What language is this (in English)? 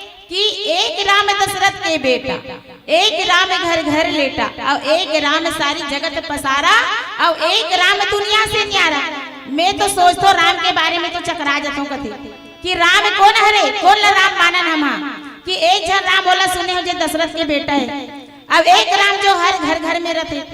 Chhattisgarhi